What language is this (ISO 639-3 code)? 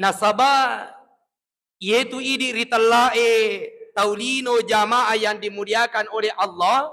bug